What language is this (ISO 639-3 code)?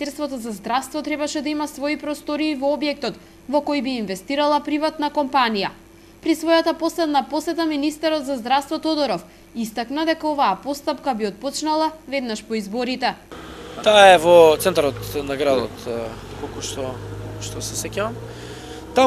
mkd